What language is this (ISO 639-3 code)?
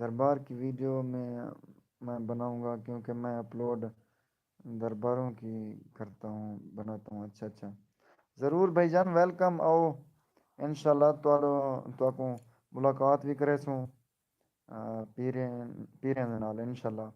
skr